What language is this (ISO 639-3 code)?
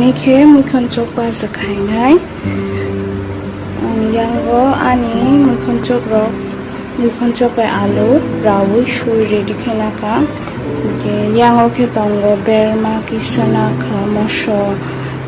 trp